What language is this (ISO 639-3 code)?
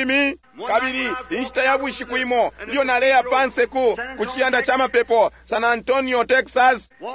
bem